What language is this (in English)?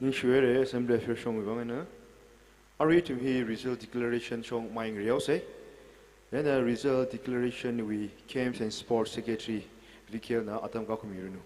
Tangkhul Naga (India)